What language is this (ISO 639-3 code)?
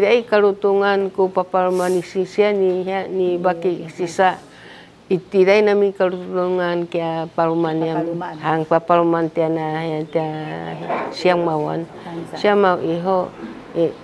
szy